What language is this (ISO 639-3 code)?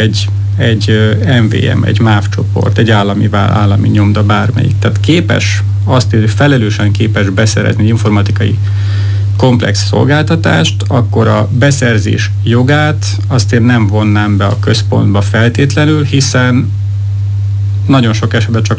hun